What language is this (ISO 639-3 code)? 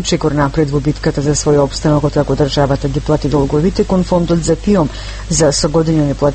mkd